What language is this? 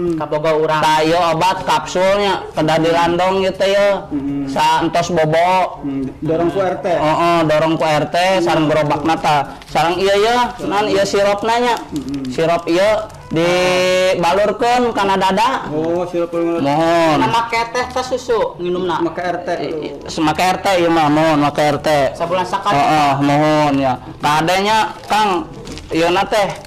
Sundanese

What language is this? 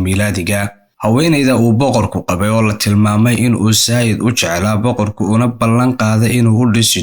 Somali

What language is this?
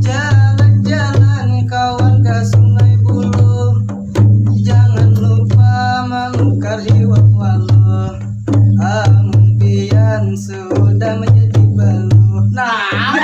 Banjar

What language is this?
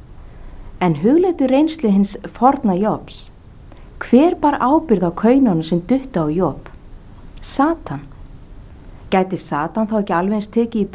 Icelandic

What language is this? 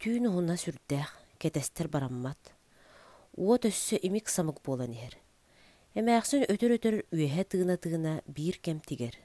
Yakut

